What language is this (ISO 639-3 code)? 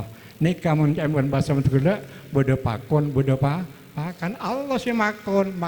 mad